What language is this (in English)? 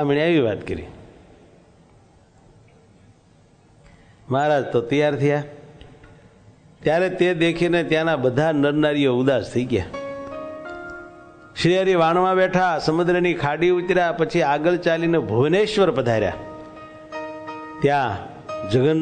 Gujarati